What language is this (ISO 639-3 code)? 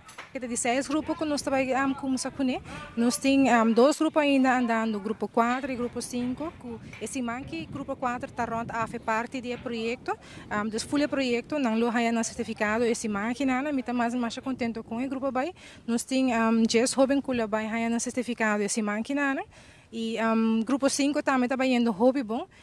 pap